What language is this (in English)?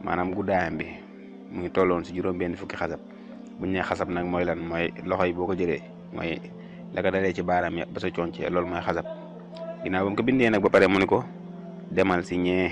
Wolof